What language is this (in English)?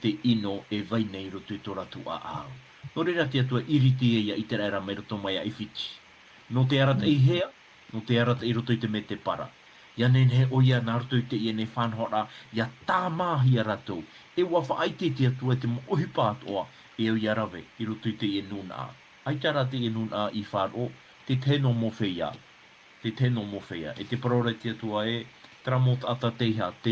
Tahitian